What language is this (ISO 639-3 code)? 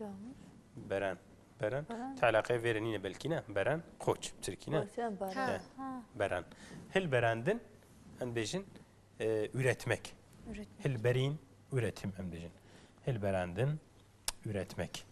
kur